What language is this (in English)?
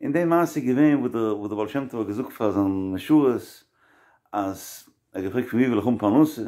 Yiddish